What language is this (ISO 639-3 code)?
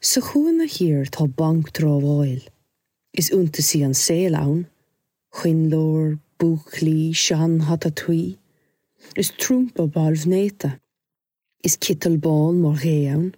gle